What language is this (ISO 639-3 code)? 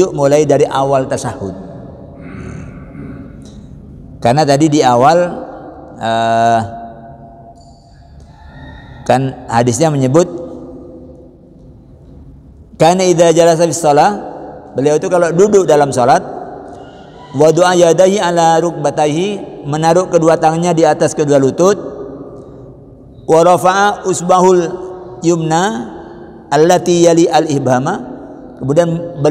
ind